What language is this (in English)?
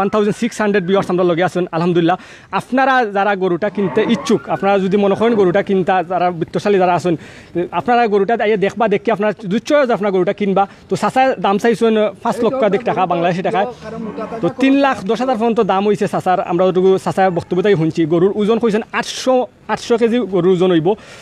Sylheti